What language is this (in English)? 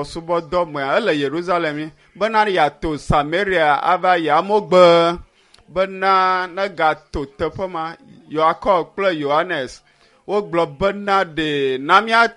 Ewe